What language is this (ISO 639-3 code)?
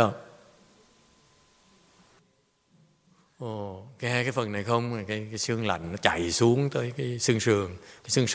vie